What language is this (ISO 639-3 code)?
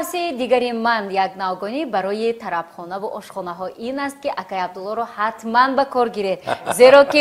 tgk